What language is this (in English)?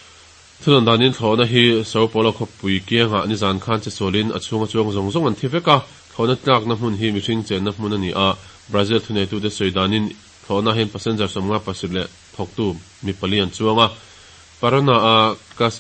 Mizo